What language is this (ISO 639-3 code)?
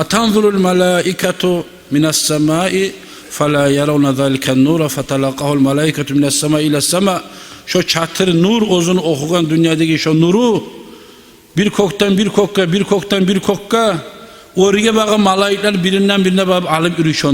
kum